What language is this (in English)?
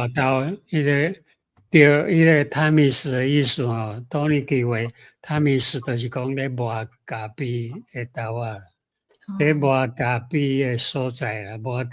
Min Nan Chinese